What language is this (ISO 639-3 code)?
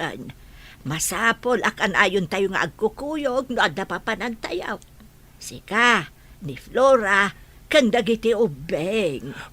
ilo